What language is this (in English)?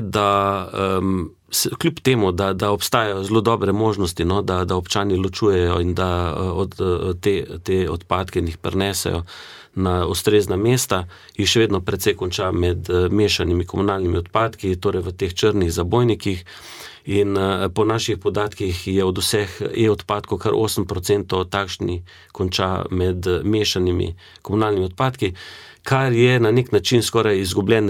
Slovenian